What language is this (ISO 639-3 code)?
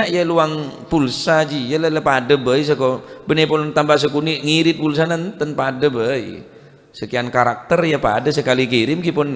mad